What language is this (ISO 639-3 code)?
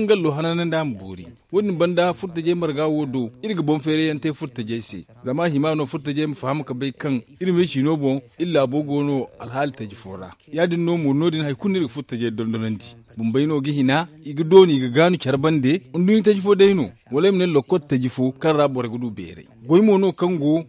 dje